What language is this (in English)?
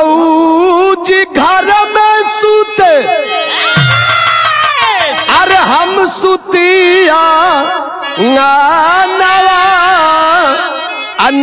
Bhojpuri